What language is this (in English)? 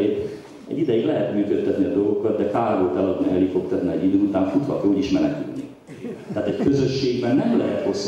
Hungarian